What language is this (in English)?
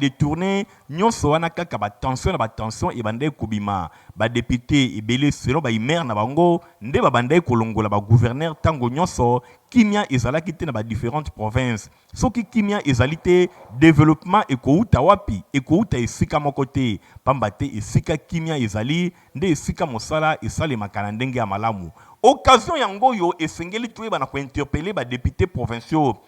Lingala